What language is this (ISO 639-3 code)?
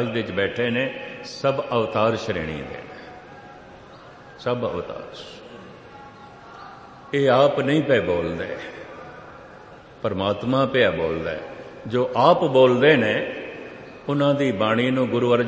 pan